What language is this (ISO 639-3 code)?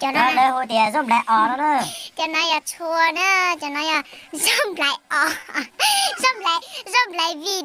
hmn